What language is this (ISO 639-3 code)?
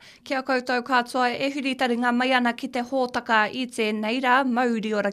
mri